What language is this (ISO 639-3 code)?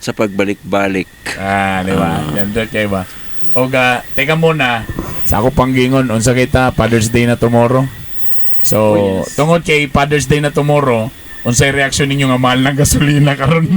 ceb